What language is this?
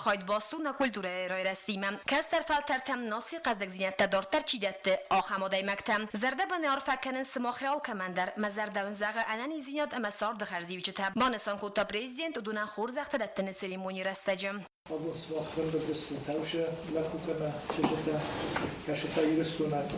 Ossetic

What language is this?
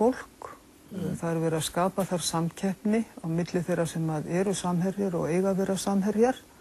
Icelandic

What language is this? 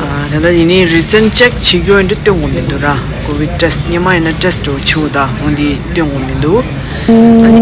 Tibetan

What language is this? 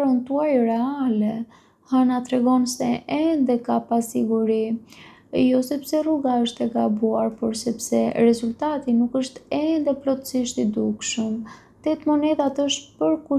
Albanian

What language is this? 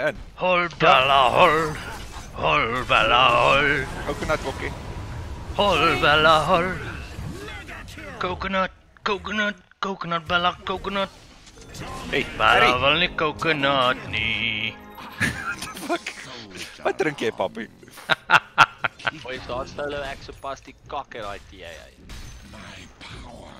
Afrikaans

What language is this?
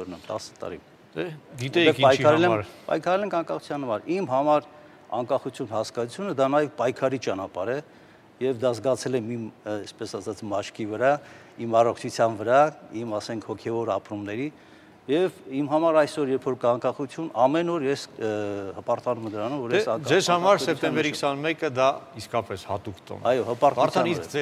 Armenian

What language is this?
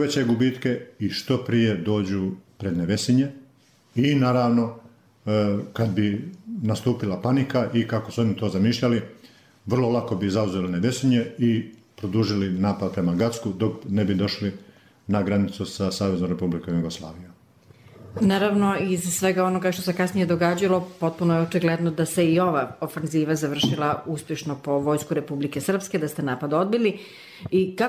Bosnian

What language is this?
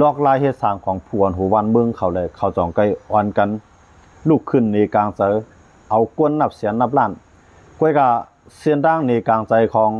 Lao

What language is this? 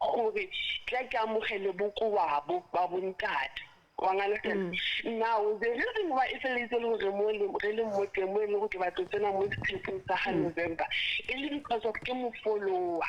Southern Sotho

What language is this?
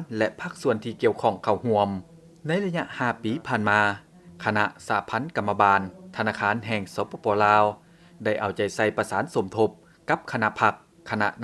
Lao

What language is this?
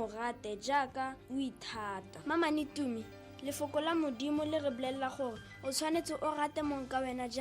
Tswana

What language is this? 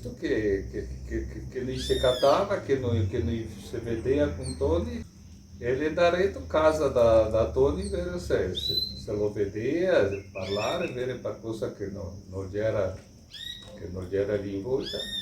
Venetian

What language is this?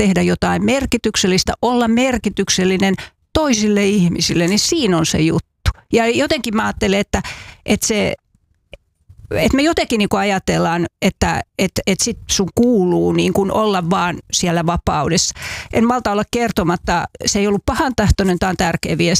Finnish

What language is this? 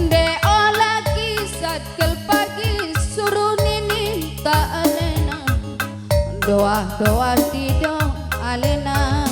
Batak Karo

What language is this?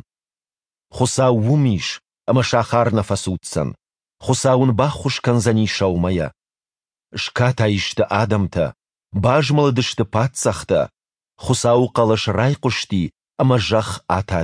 Ossetic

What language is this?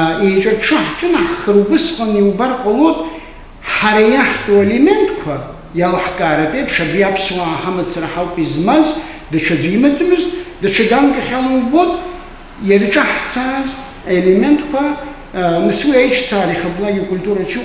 Abkhazian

